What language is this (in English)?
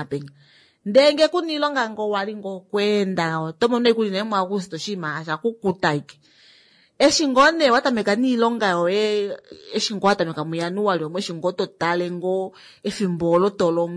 Kuanyama